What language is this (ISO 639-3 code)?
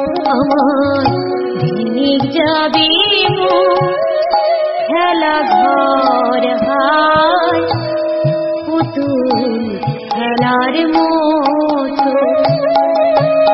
ben